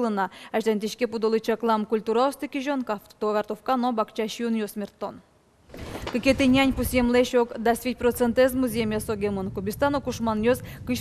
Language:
Udmurt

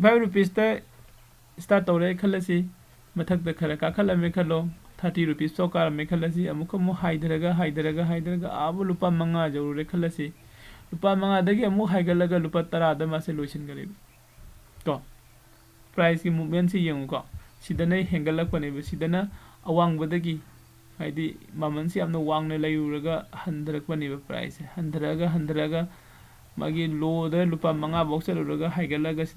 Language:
Manipuri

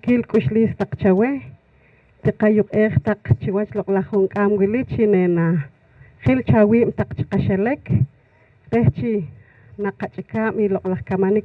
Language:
Poqomchi'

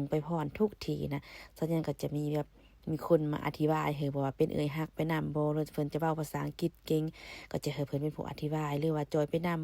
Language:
Lao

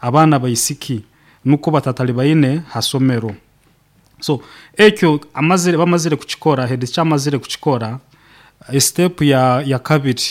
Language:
Nyoro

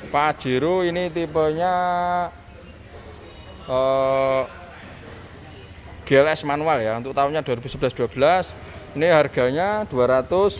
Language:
Indonesian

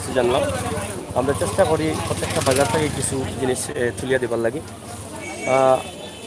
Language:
Sylheti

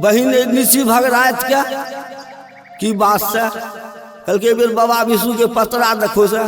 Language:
Maithili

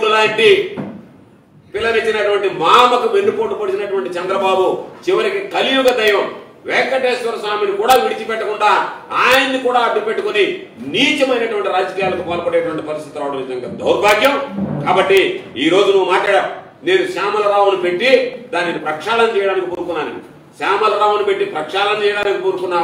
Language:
Telugu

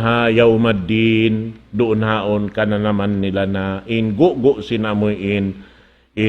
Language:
Tausug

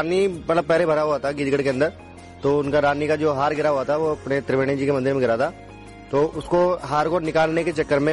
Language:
Hindi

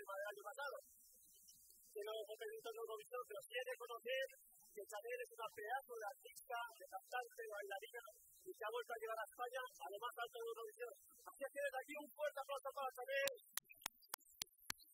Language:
Spanish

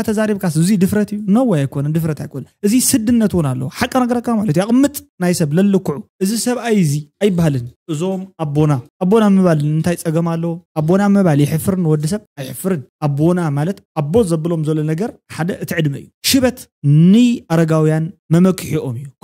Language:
Tigrinya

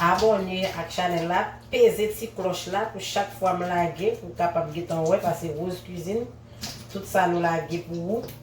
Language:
Haitian Creole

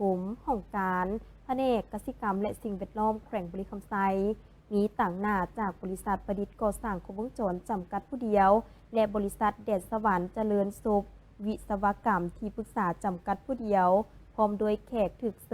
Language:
Lao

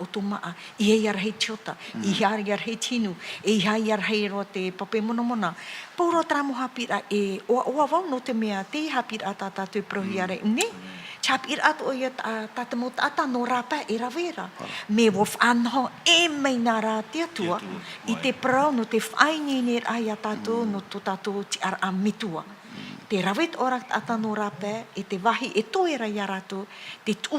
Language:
Tahitian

